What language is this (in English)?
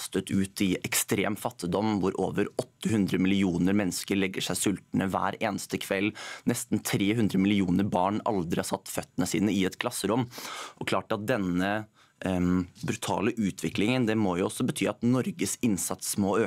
Norwegian